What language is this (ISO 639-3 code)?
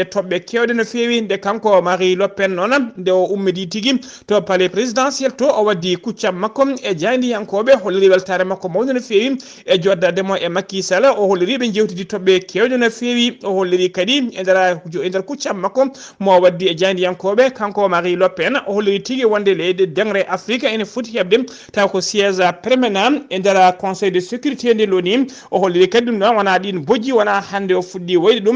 ful